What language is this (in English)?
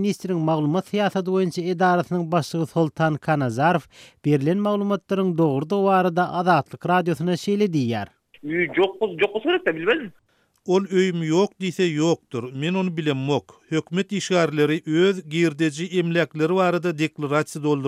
Turkmen